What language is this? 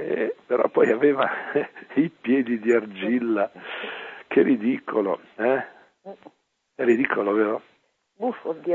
Italian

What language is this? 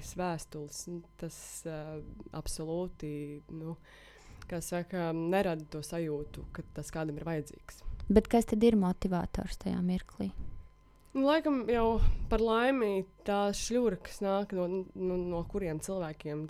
Latvian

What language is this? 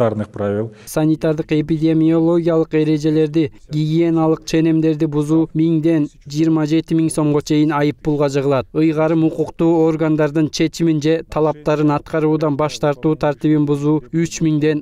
Kyrgyz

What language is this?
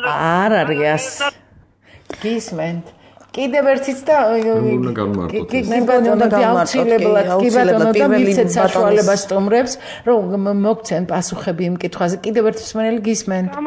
Georgian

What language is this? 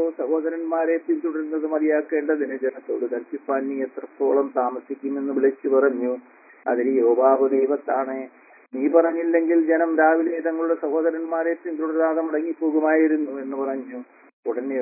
Malayalam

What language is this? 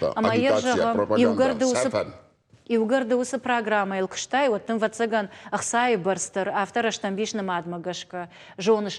Ossetic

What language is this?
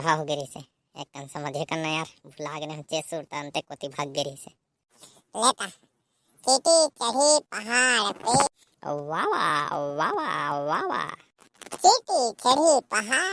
Chhattisgarhi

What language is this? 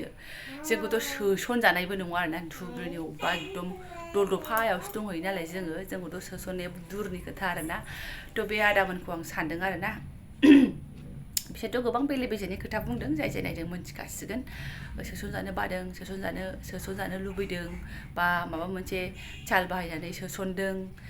Bodo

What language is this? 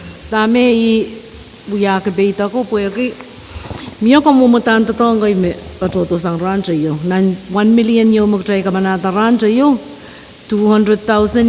Pohnpeian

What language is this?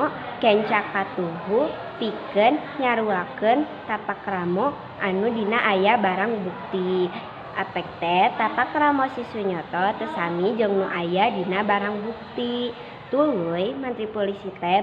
Sundanese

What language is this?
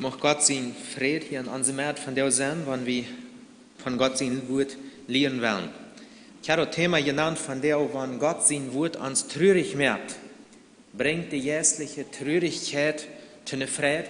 Plautdietsch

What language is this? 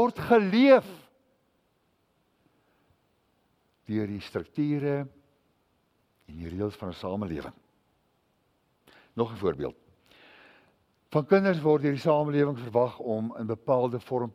Afrikaans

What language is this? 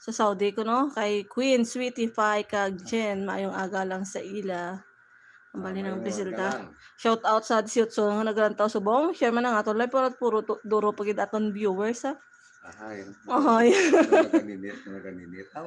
Hiligaynon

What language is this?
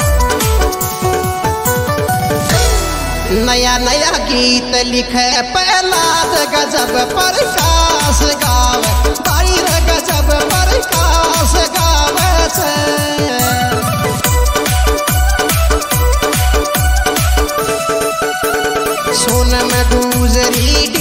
Rajasthani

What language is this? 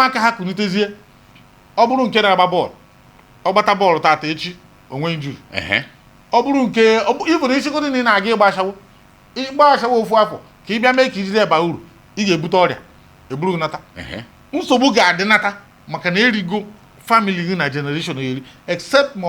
Igbo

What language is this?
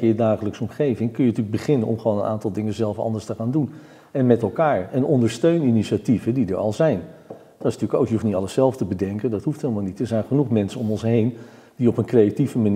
Dutch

